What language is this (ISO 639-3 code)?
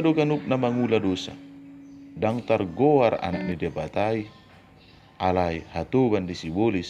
bbc